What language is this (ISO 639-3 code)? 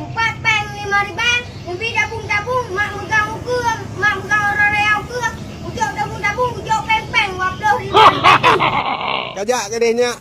ace